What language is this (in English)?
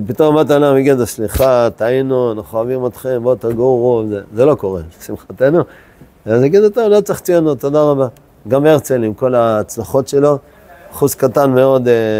Hebrew